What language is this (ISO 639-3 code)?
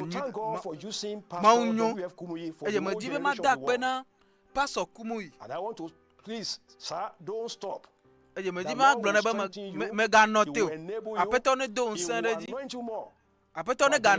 ewe